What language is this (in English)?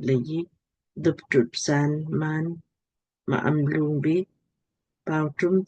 Lamkang